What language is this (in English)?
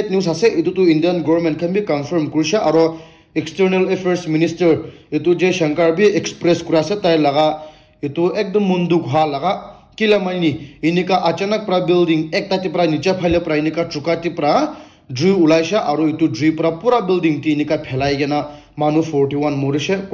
Naga Pidgin